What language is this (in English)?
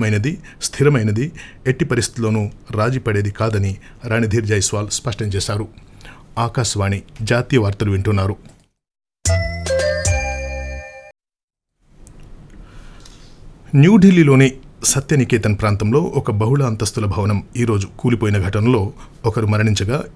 Telugu